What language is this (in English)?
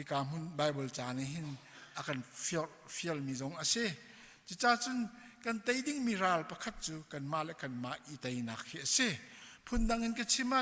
Hakha Chin